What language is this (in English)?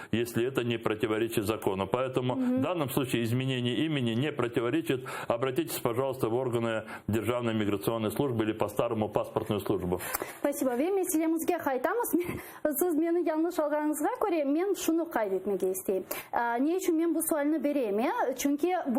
Crimean Tatar